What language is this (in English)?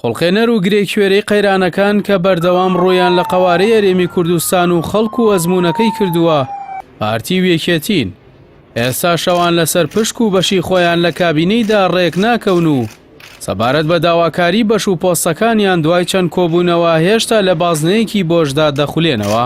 Central Kurdish